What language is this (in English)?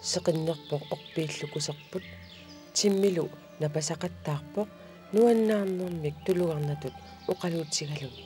Kalaallisut